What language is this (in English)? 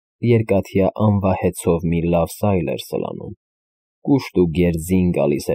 Armenian